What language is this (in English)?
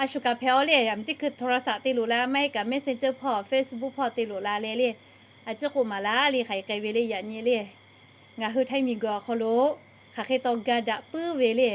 Lahu